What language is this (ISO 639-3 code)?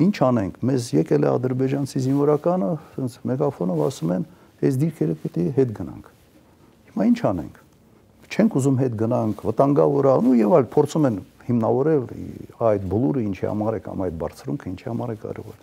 hye